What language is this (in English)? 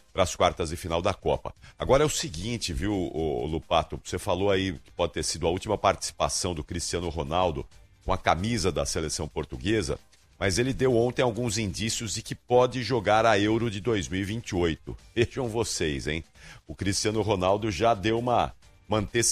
Portuguese